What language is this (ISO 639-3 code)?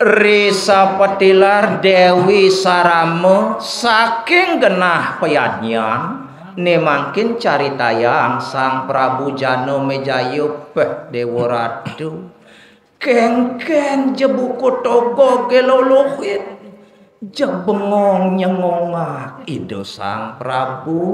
ban